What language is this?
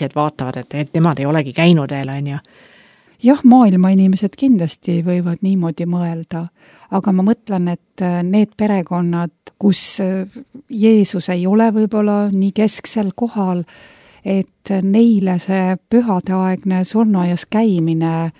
Estonian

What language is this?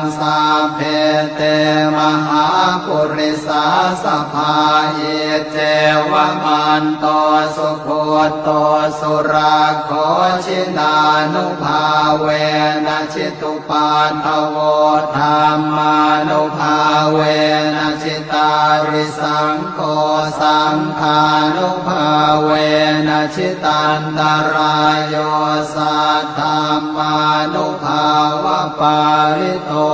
Pali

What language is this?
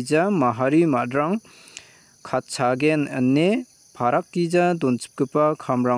Garo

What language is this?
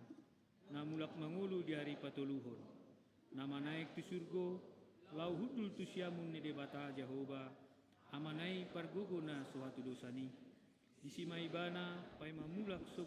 Batak Toba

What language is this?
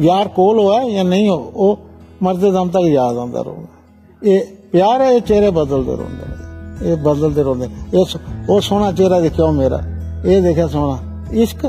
Dogri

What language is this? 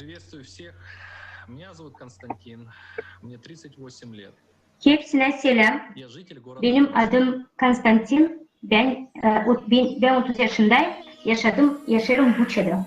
Gagauz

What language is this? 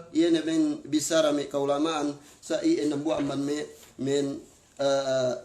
Yakan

